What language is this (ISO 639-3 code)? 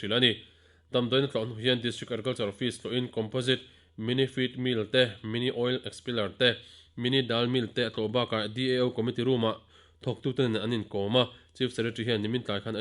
lus